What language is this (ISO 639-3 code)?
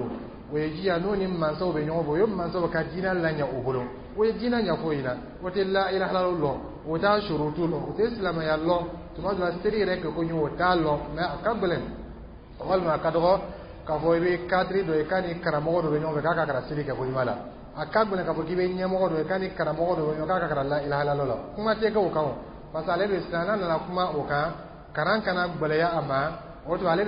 dyu